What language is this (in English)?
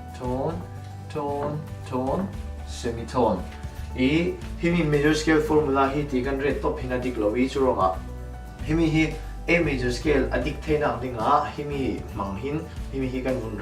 Falam Chin